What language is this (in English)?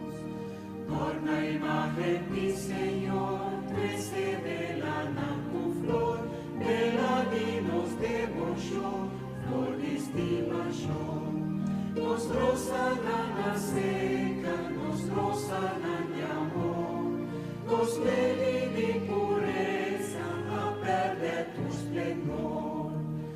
Papiamento